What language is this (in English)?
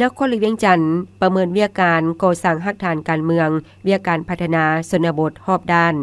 Lao